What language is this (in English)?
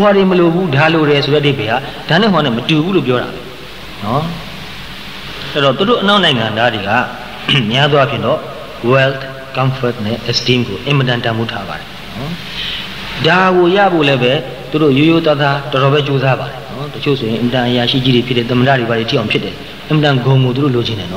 Burmese